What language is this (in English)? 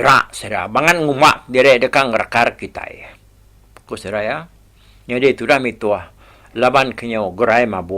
Iban